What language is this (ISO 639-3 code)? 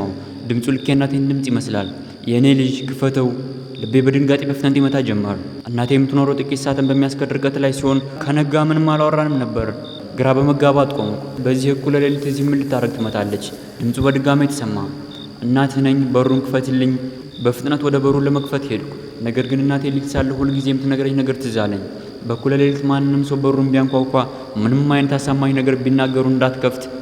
amh